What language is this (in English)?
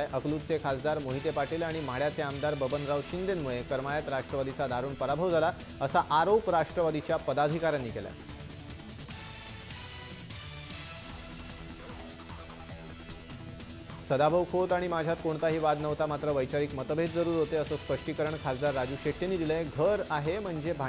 Marathi